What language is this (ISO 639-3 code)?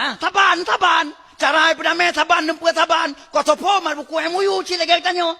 ace